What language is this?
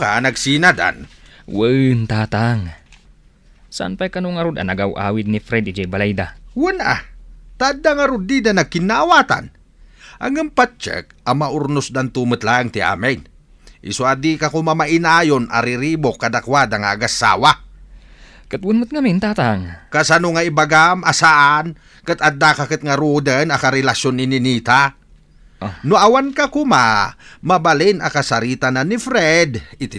Iloko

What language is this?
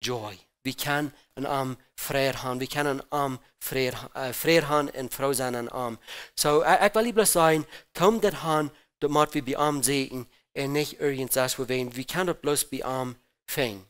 Plautdietsch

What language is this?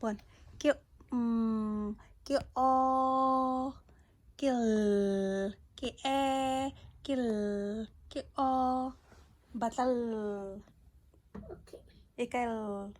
Tswana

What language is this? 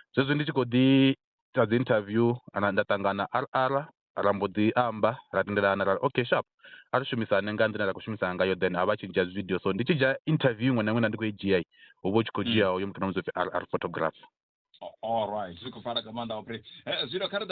Venda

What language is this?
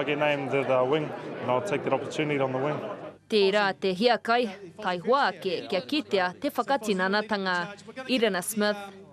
Māori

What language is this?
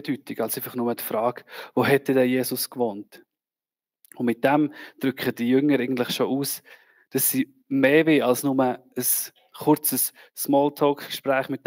Swiss German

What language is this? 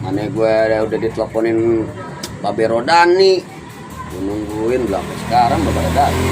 Betawi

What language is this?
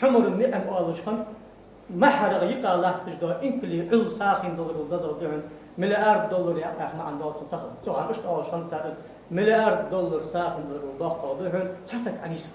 Ingush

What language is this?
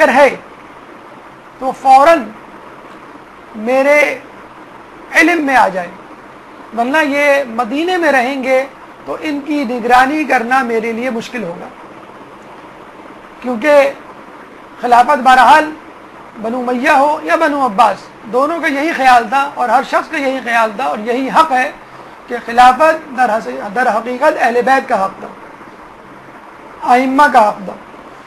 Urdu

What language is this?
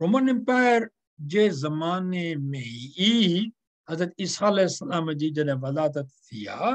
Sindhi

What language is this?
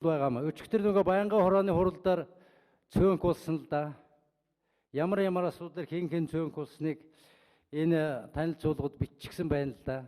Mongolian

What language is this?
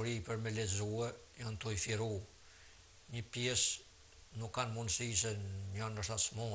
Albanian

